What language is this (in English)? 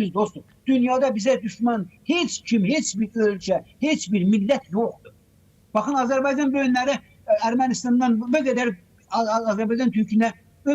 Azerbaijani